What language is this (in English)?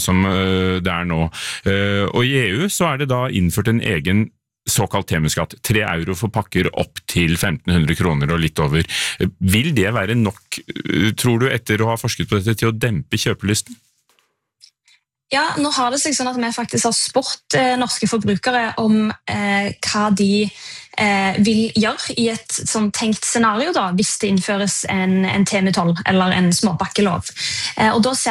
Norwegian